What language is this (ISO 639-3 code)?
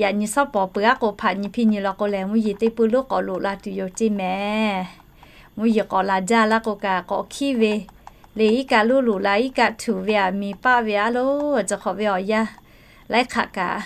lhu